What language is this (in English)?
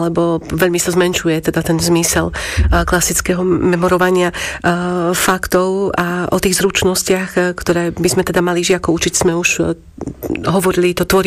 Slovak